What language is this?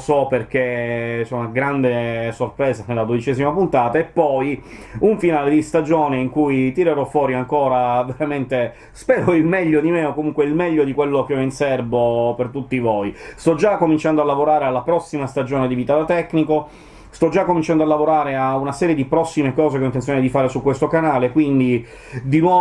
Italian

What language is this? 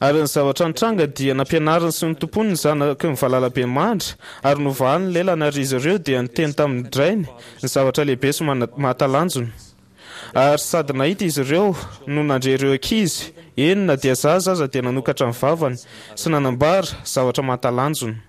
Malagasy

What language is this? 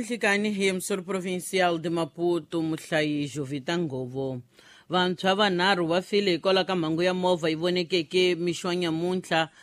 Tsonga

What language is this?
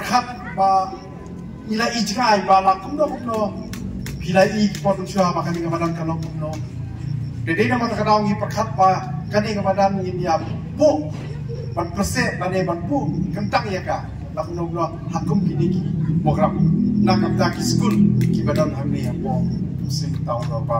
Khasi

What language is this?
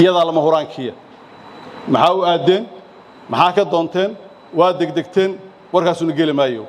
Somali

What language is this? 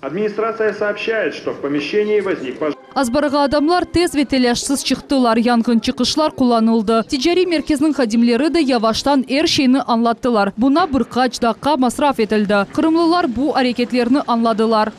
Crimean Tatar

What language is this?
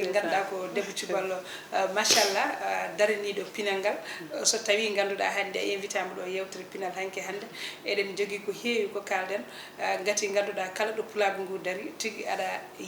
Fula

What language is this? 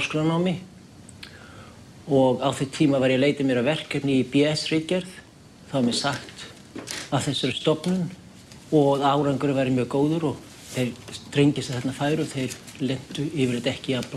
Icelandic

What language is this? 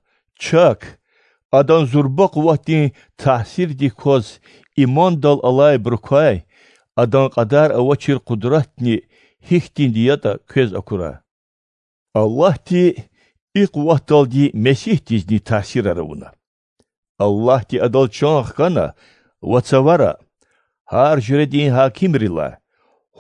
Lezghian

